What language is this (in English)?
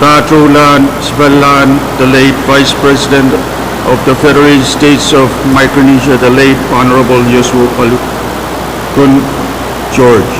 Pohnpeian